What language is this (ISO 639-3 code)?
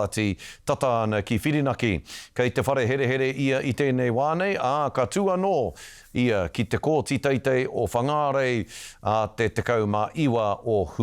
mri